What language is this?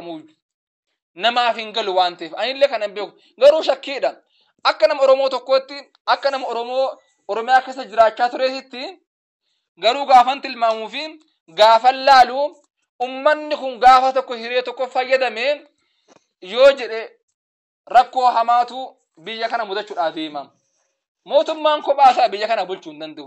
Oromo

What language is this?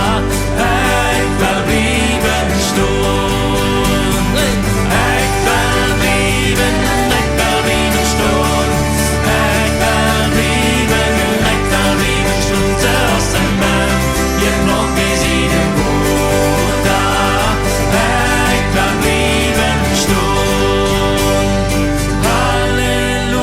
Plautdietsch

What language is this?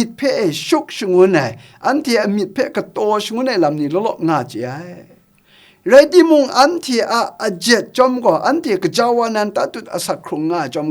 Kachin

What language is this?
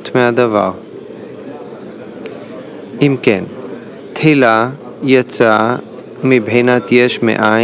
Hebrew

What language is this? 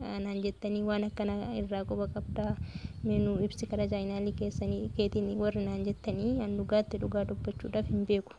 Oromo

